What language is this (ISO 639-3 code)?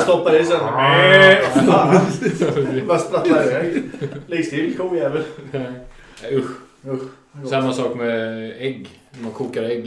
swe